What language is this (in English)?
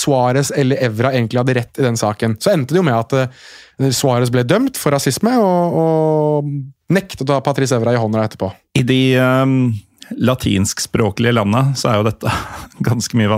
Norwegian